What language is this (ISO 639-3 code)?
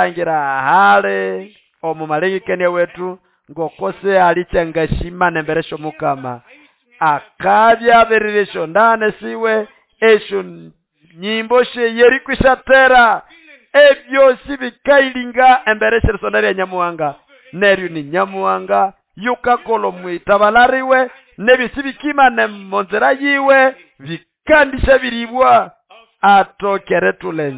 nnb